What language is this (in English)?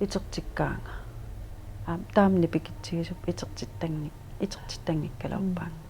Kalaallisut